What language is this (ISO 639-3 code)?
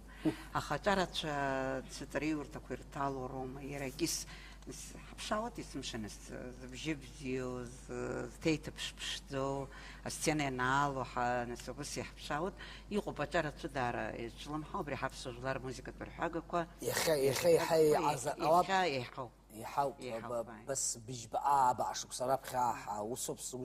abk